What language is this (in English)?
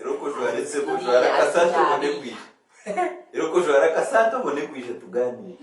Nyankole